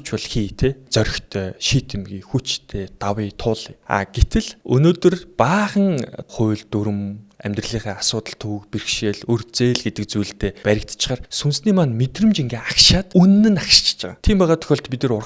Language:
Mongolian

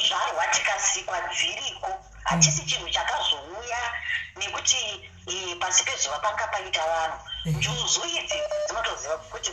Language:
Shona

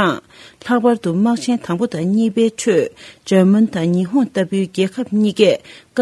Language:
Tibetan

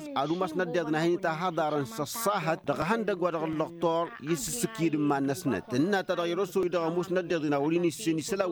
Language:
Tamasheq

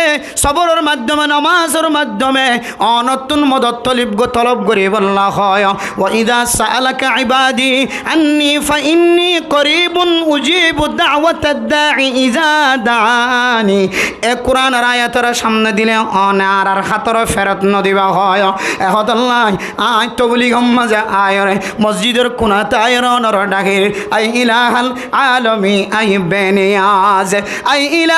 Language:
Rohingya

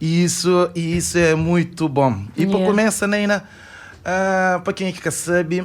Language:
Kabuverdianu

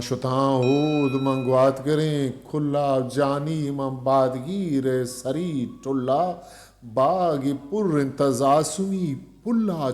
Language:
Eastern Balochi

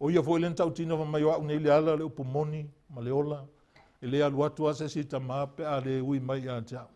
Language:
Samoan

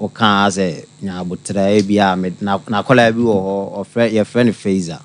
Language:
Akan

